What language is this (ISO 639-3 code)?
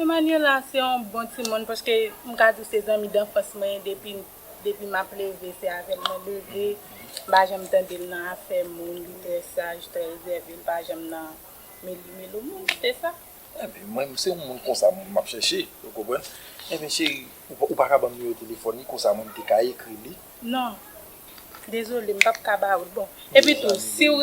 hat